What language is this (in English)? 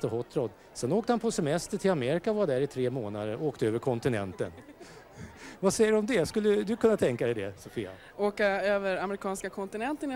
Swedish